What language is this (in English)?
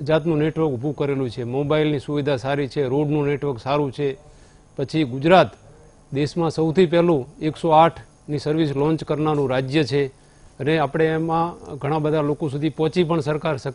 Gujarati